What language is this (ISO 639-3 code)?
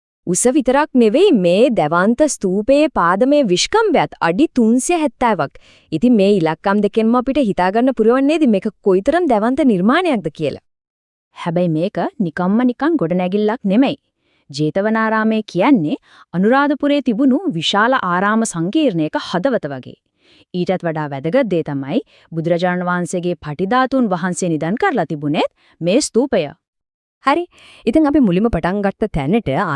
sin